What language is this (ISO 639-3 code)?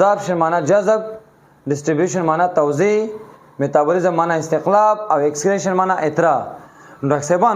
pus